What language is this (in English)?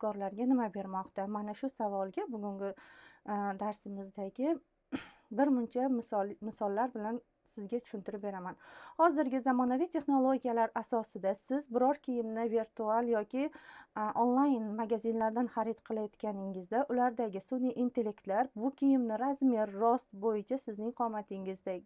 Uzbek